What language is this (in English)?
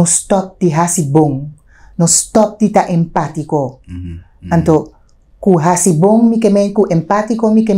Papiamento